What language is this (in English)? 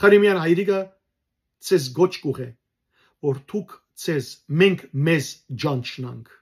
Western Armenian